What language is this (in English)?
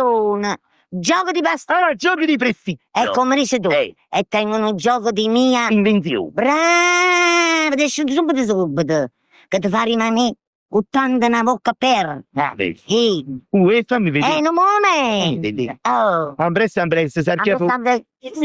Neapolitan